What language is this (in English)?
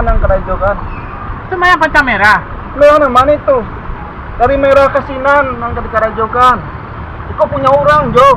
Minangkabau